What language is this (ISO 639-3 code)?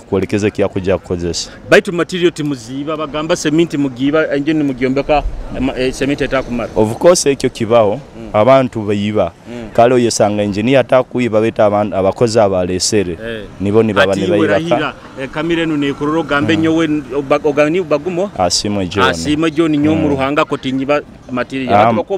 nyo